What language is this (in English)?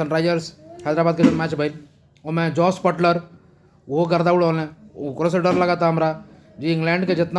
Bhojpuri